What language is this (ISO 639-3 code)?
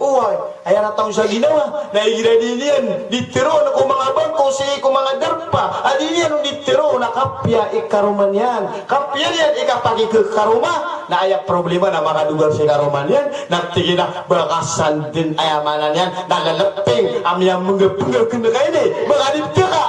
mrw